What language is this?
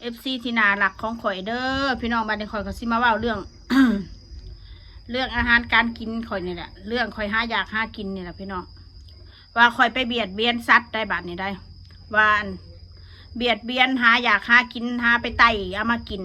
Northeastern Thai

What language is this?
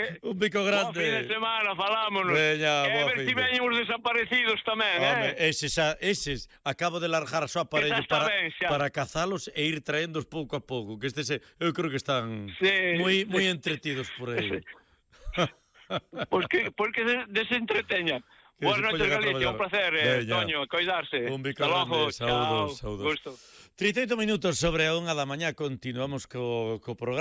Galician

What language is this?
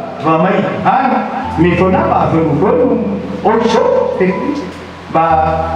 Nias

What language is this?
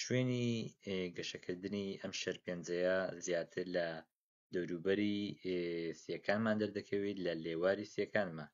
Central Kurdish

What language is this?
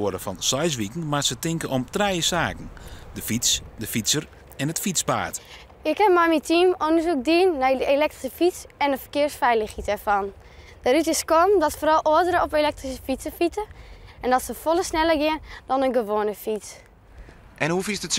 Western Frisian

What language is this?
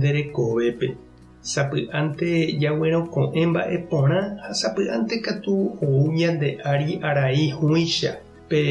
Guarani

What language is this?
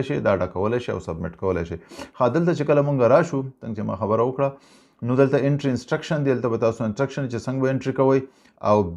Pashto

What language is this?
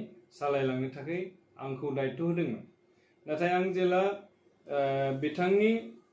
Bodo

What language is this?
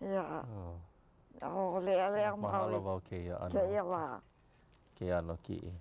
Hawaiian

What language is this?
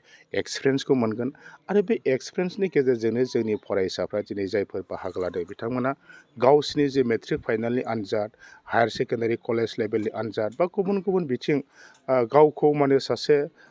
Bodo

